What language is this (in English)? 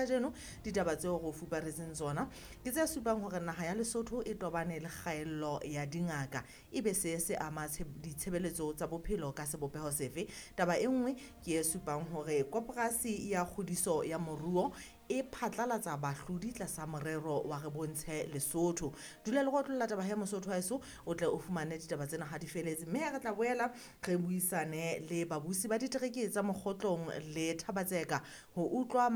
Southern Sotho